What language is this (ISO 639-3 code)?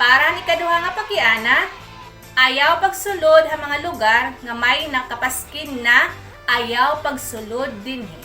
war